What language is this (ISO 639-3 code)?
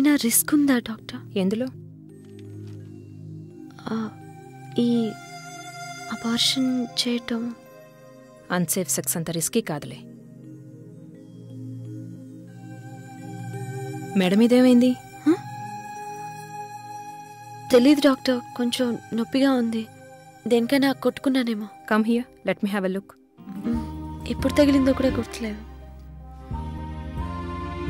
tel